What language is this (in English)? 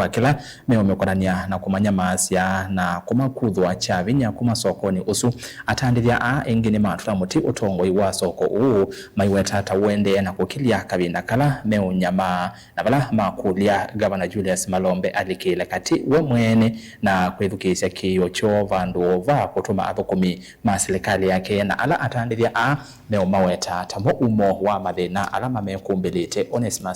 Kamba